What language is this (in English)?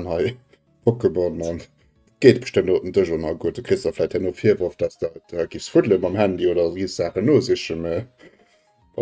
Luxembourgish